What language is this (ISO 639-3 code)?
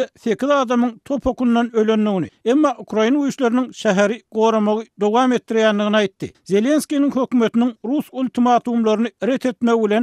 tuk